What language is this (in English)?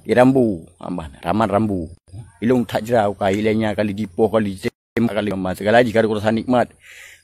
Achinese